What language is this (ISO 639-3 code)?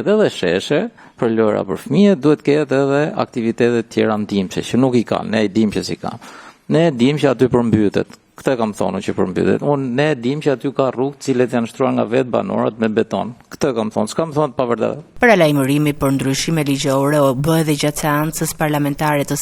sqi